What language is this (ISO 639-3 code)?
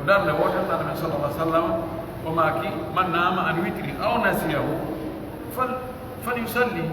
fuf